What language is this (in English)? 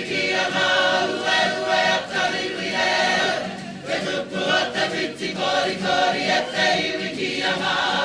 Māori